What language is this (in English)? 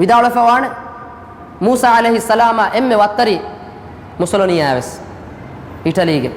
Divehi